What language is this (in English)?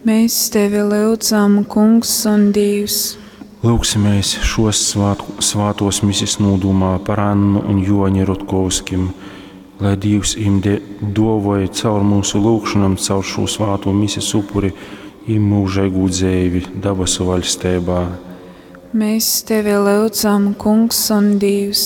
Latgalian